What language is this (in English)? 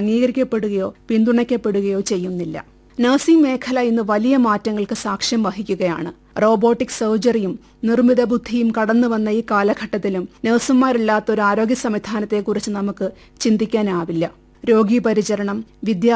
Malayalam